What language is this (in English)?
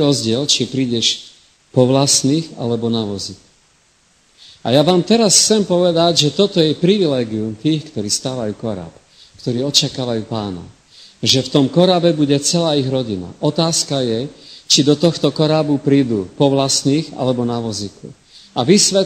Slovak